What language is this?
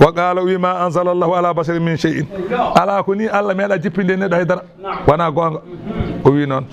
Fula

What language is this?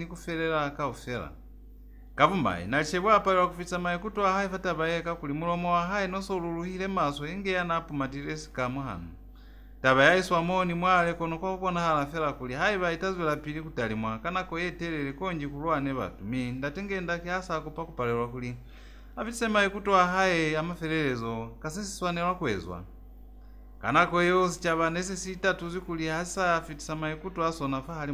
Lozi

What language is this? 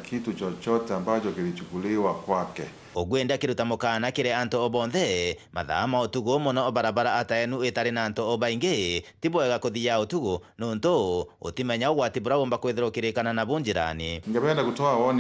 Meru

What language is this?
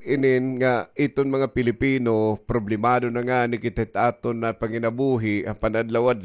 Waray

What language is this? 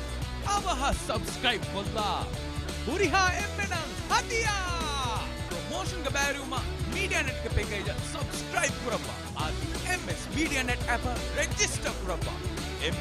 Divehi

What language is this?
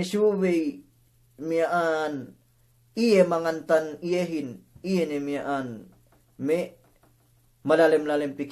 Yakan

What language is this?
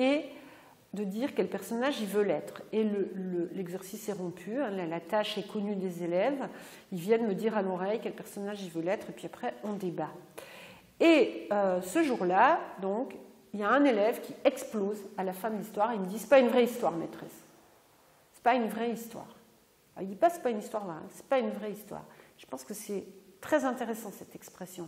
French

